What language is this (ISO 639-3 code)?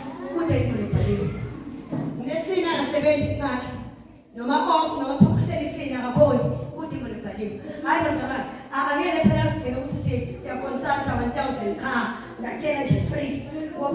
zul